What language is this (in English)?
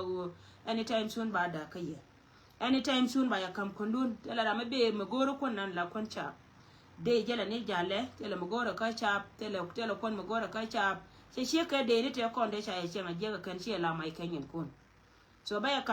Nuer